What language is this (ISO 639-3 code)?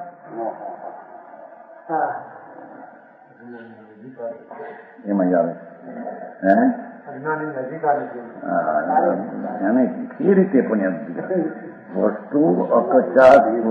guj